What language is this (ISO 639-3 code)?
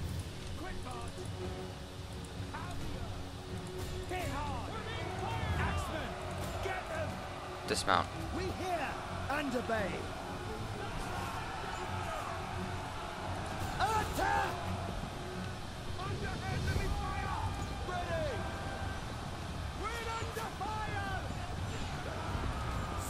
eng